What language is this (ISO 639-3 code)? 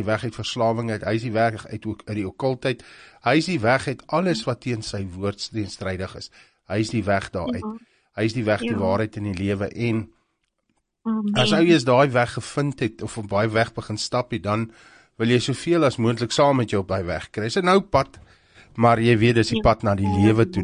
afr